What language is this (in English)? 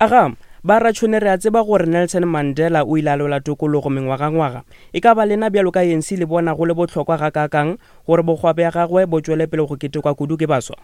Northern Sotho